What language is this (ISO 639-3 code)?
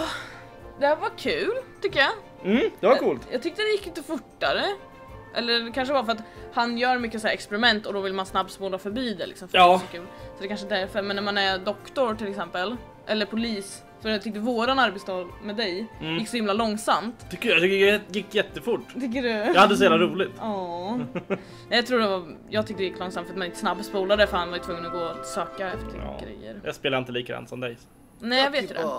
swe